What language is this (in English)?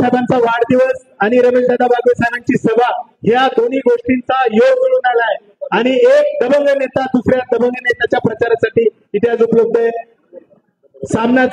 Marathi